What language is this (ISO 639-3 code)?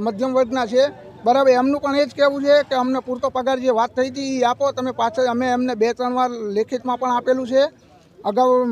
guj